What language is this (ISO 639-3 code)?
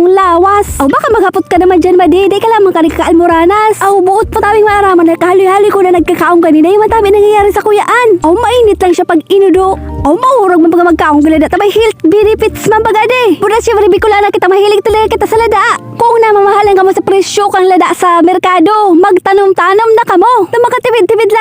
bik